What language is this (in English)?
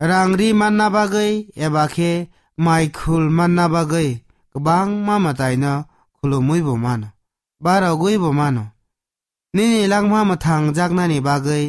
Kok Borok